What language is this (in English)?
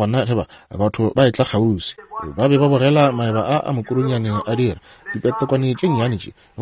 Northern Sotho